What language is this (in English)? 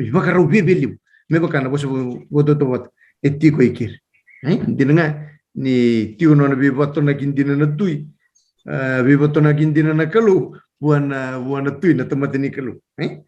Fijian